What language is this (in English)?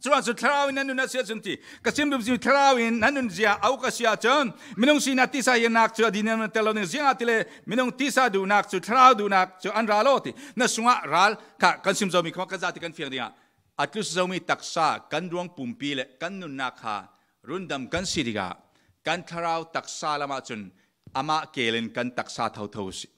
Falam Chin